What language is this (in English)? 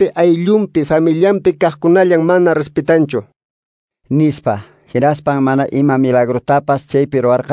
Quechua